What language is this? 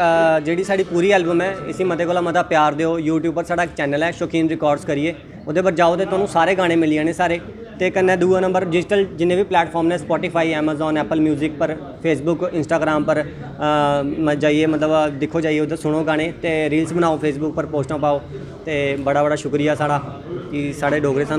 Dogri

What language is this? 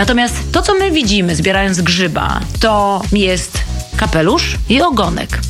Polish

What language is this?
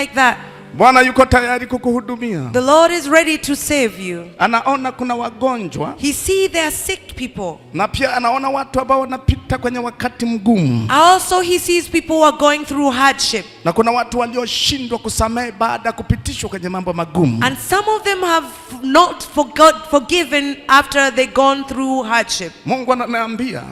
Swahili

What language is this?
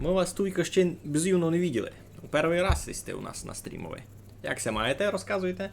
Rusyn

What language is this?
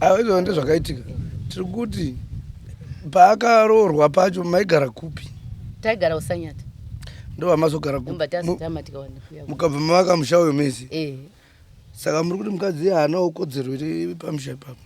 Shona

